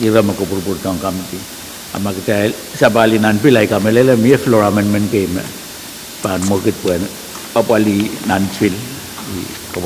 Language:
Pohnpeian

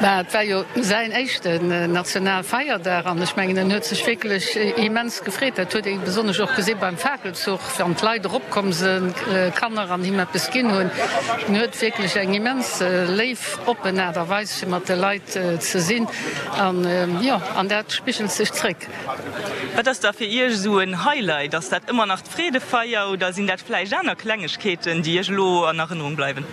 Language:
Luxembourgish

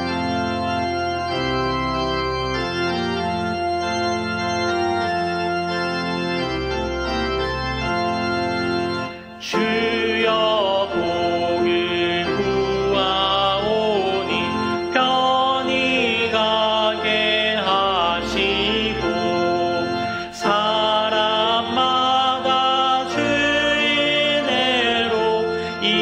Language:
Korean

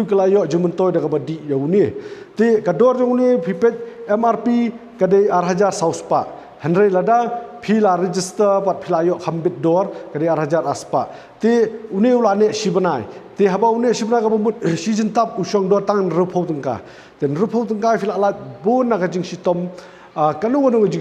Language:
Khasi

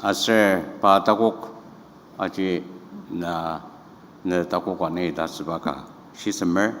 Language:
Ao Naga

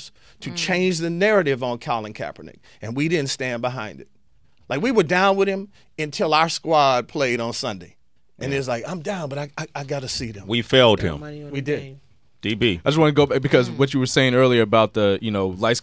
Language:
English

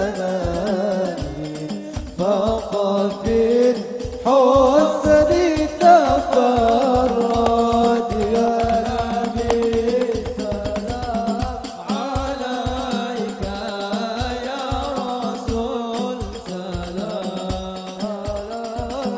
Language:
Arabic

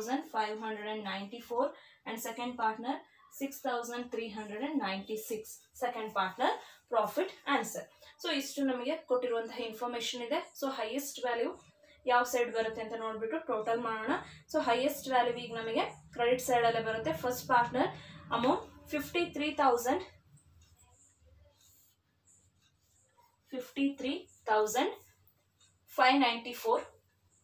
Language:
Kannada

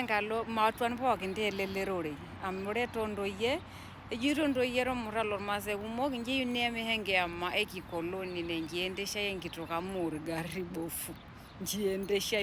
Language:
Masai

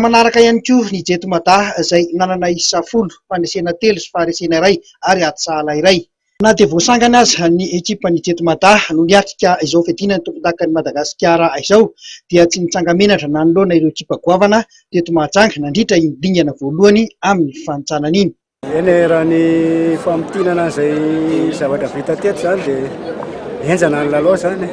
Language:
Malagasy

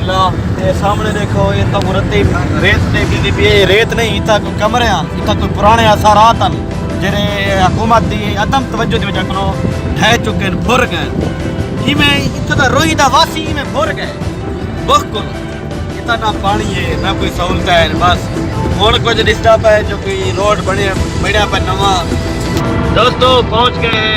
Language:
Saraiki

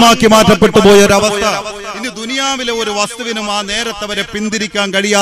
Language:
Malayalam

